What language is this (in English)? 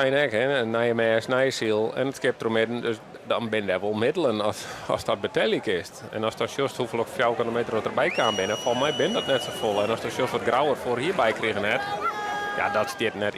Western Frisian